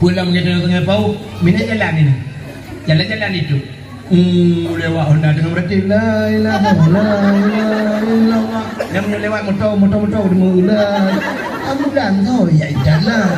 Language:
Achinese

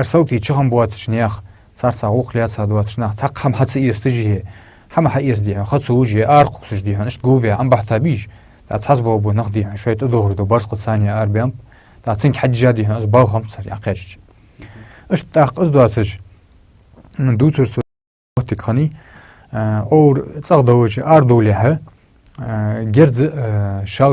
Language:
Ingush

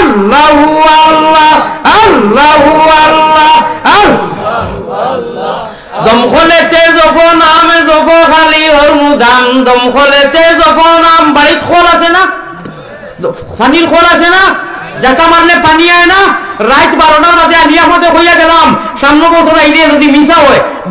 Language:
Sylheti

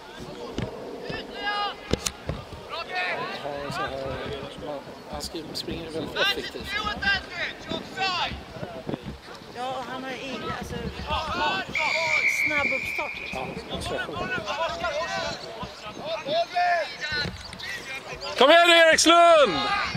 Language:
Swedish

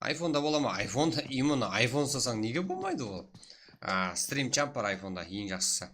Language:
Kara-Kalpak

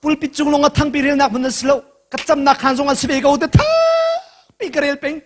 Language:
Hakha Chin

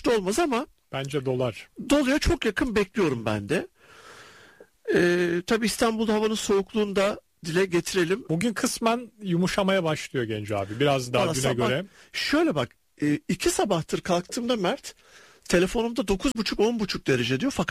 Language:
Turkish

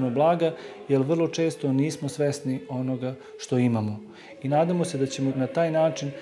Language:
Serbian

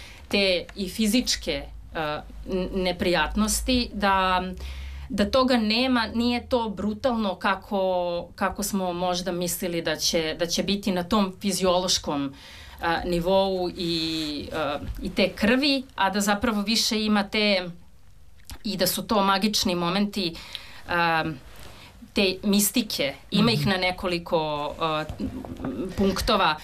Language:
Serbian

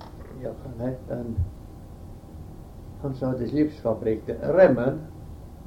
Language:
Norwegian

